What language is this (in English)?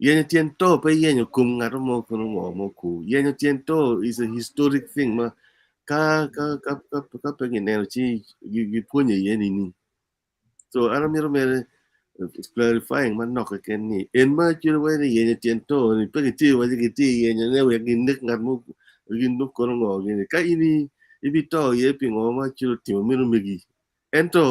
Acoli